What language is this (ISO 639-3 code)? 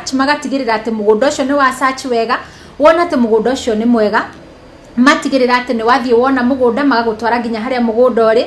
kik